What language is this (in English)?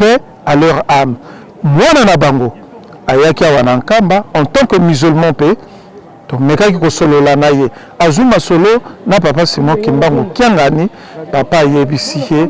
Lingala